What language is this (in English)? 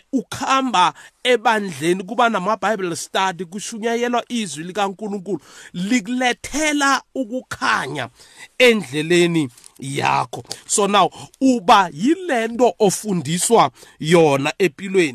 South Ndebele